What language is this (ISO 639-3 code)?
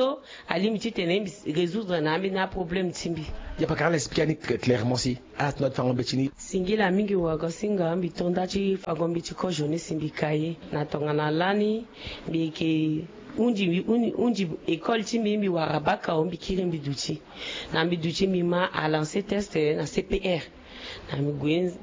sag